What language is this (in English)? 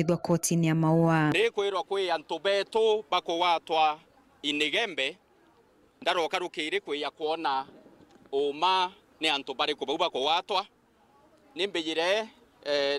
Meru